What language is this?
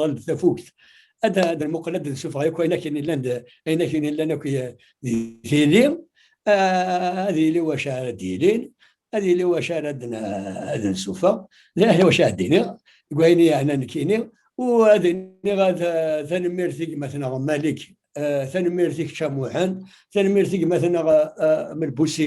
Kabyle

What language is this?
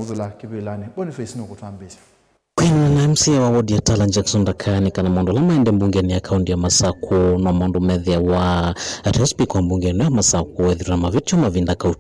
Kamba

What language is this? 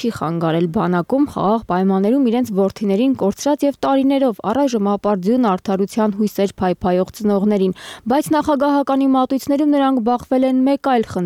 Armenian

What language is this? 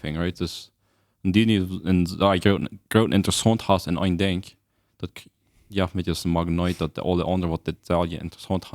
Plautdietsch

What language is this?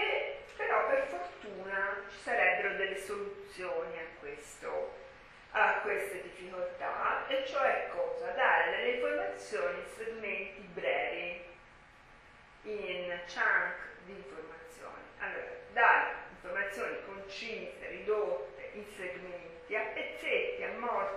Italian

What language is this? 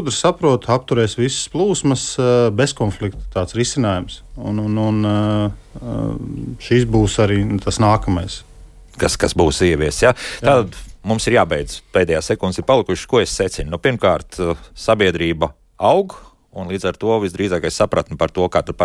Latvian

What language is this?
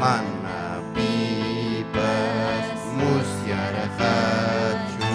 Ayacucho Quechua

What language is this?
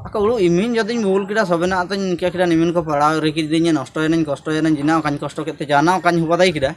Ho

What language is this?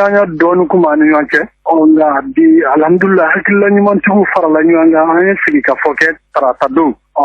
Bambara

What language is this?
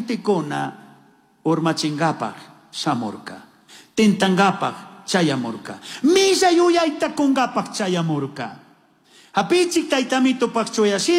Chimborazo Highland Quichua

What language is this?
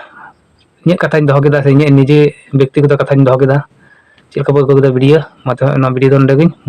Santali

